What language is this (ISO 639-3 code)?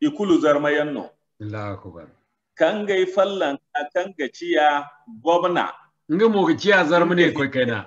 dje